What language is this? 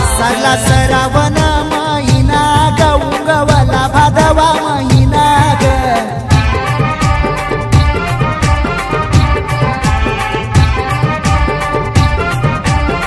Marathi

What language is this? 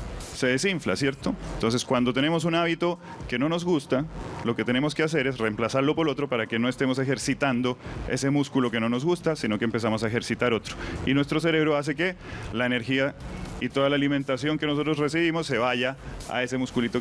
Spanish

